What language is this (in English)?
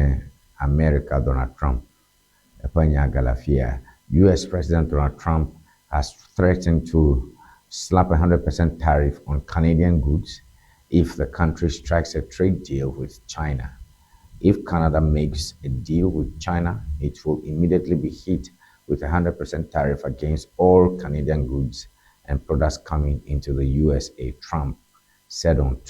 Ewe